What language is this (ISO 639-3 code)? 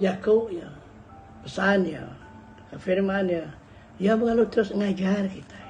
iba